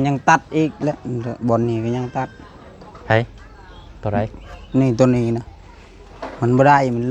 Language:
Lao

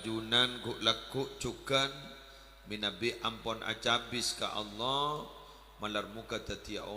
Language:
Madurese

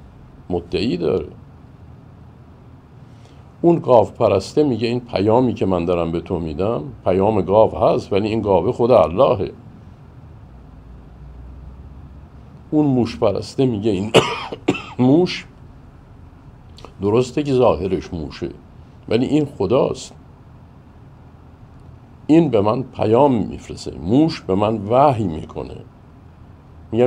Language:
Persian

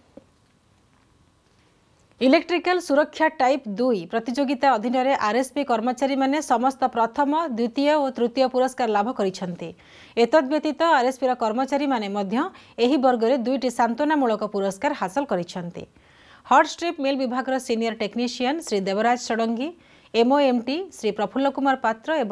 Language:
Odia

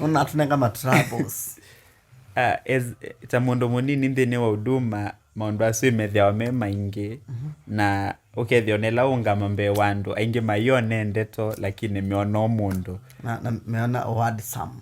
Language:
Kamba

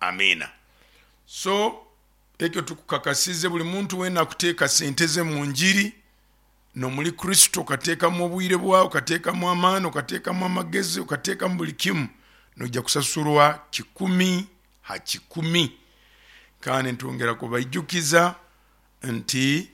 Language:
Nyoro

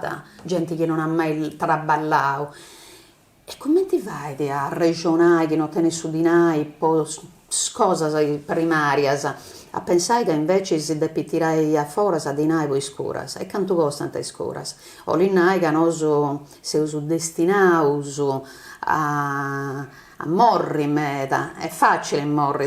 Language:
Sardinian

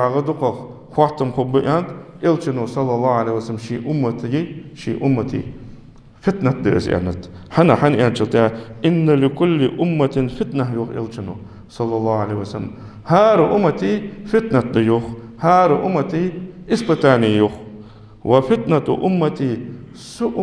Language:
Ingush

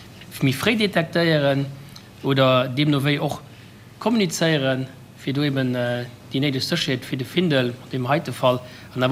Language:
Luxembourgish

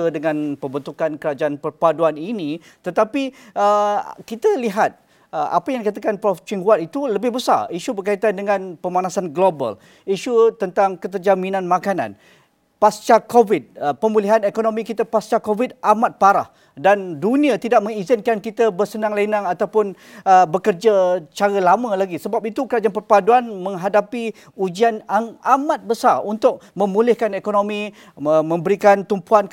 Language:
Malay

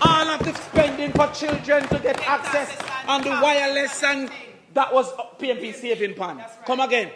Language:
Jamaican Creole English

